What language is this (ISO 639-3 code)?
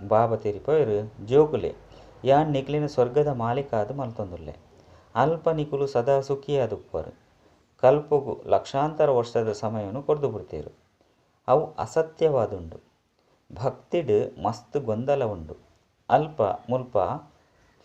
tcy